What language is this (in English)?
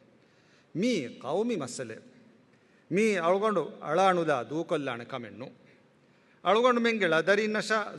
Divehi